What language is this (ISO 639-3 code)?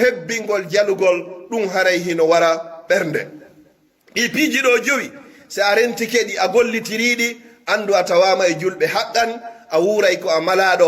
fuf